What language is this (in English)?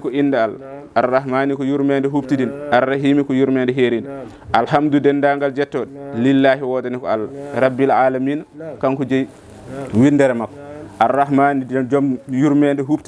Fula